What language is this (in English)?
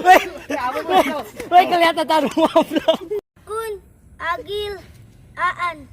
Betawi